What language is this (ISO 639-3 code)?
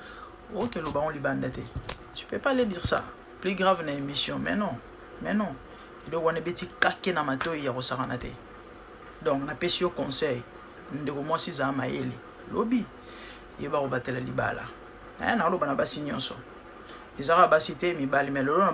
lin